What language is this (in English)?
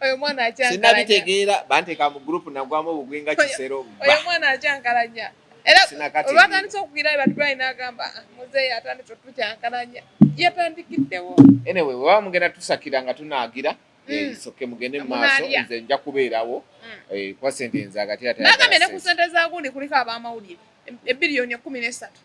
Ganda